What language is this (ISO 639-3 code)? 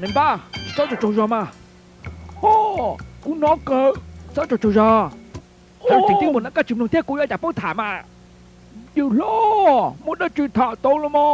hmn